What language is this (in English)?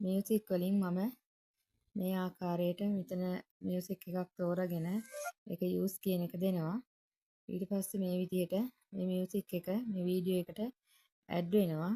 Sinhala